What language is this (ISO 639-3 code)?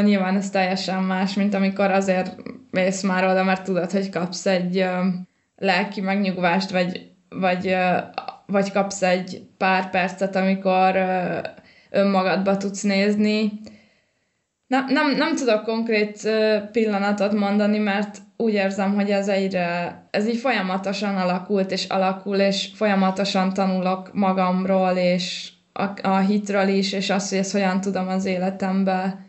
hun